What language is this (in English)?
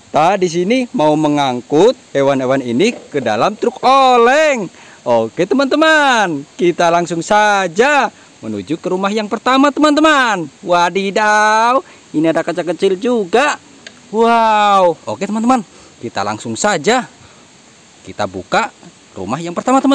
Indonesian